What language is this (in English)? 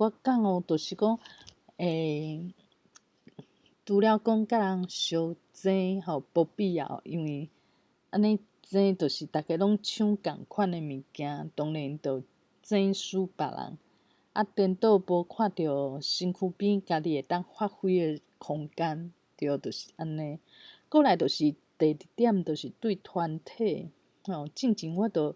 Min Nan Chinese